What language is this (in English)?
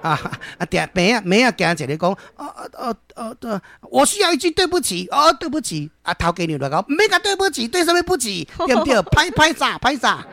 Min Nan Chinese